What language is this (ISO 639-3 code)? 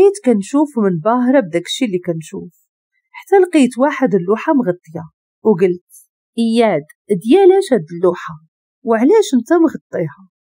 ary